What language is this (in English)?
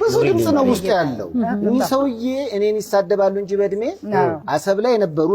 Amharic